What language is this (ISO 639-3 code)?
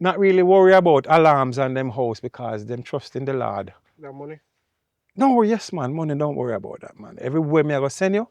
jam